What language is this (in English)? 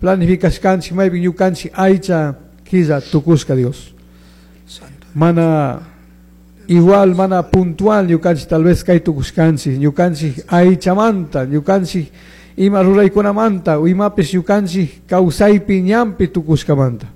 Chimborazo Highland Quichua